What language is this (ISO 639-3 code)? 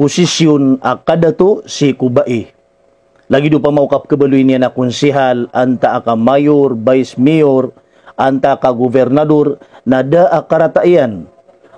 mrw